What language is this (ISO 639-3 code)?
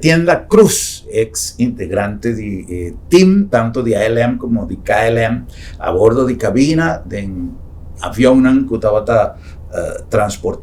pap